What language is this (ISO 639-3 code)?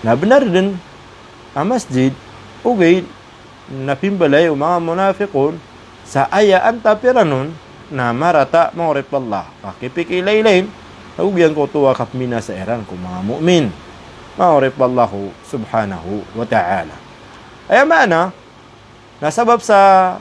mrw